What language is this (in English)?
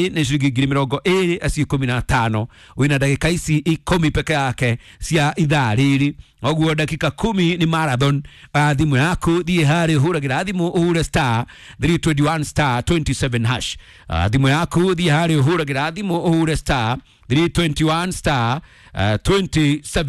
Kikuyu